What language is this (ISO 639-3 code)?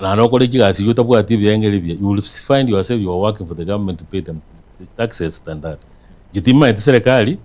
guz